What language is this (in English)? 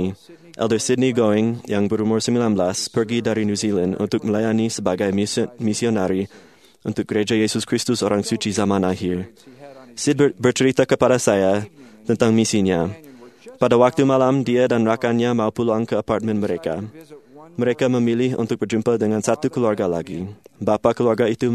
Malay